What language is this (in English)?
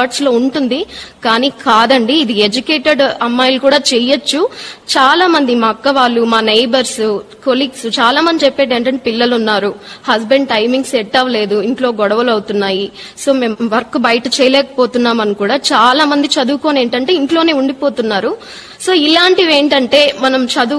Telugu